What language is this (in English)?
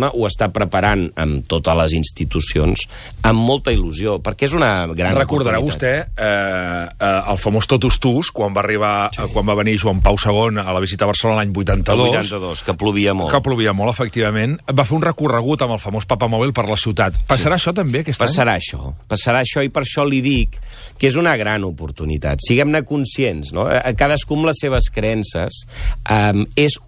Catalan